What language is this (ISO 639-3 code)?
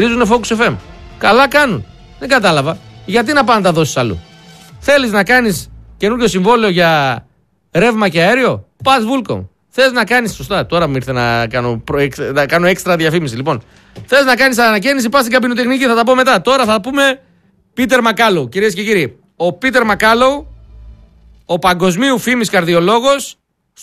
ell